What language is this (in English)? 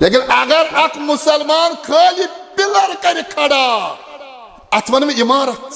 Kashmiri